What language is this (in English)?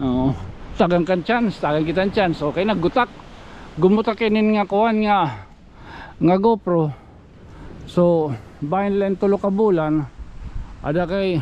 Waray